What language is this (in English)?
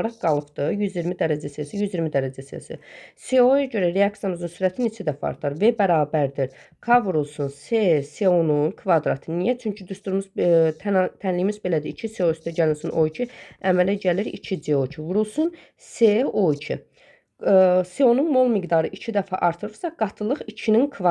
Azerbaijani